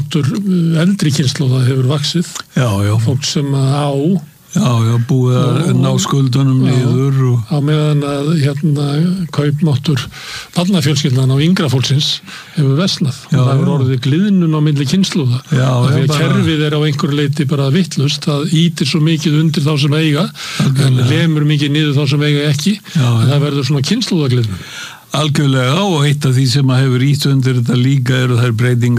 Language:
Icelandic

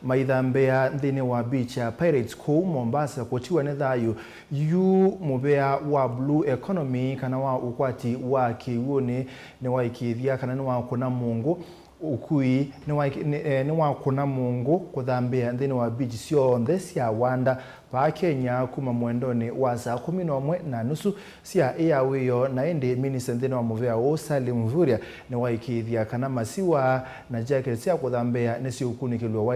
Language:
Kamba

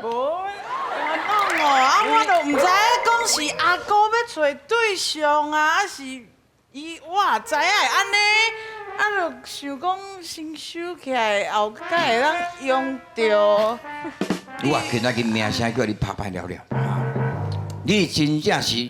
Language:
Min Nan Chinese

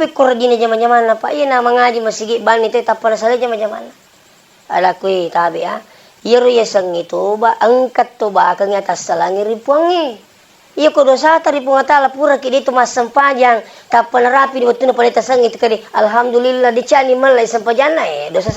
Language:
Buginese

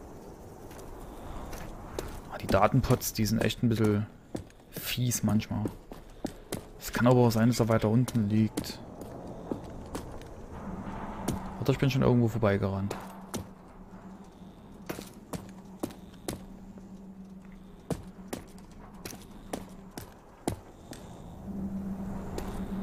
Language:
German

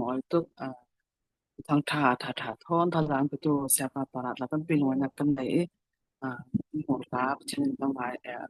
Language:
Falam Chin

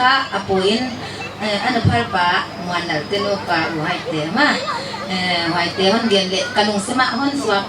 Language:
Paite Chin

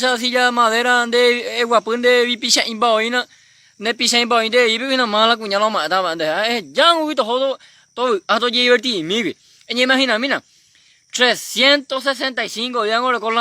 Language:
Guarani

